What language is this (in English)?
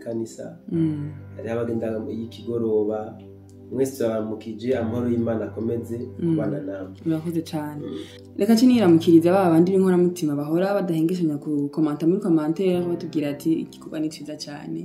Rundi